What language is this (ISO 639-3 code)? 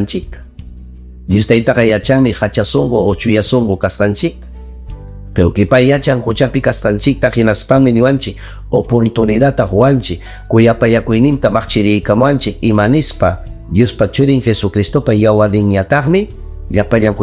quy